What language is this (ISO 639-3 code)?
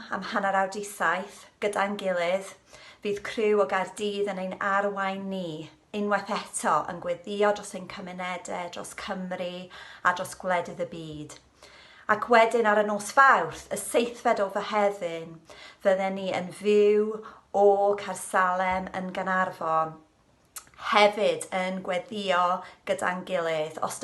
cym